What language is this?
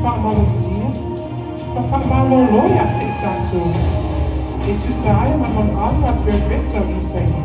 Samoan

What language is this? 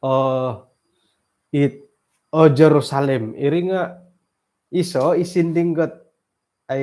Central Dusun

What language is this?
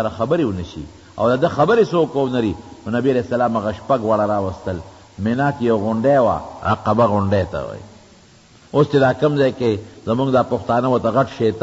Pashto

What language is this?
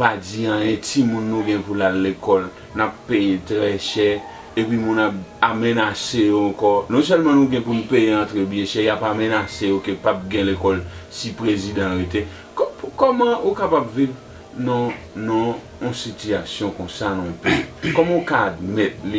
Haitian Creole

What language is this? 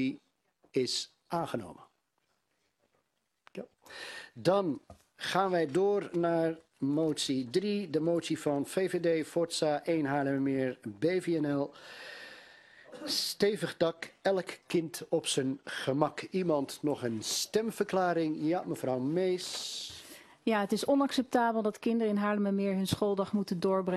Dutch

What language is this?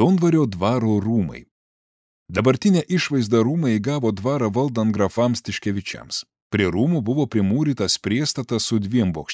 Lithuanian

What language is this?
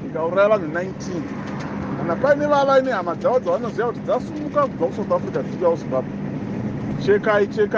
Shona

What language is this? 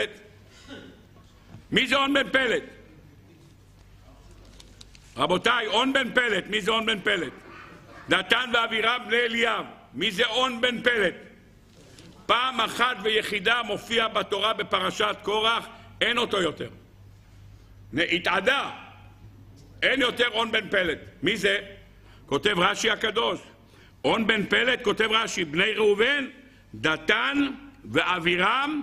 Hebrew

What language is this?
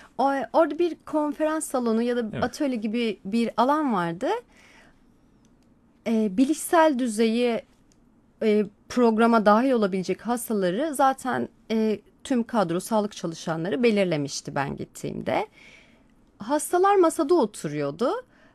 Turkish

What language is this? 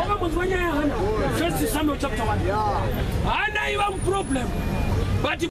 Shona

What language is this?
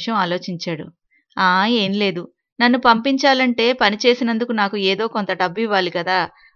Telugu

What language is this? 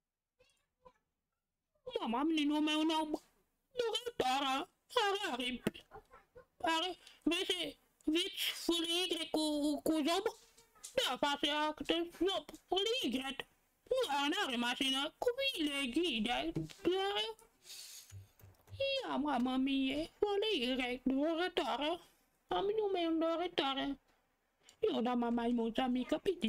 Romanian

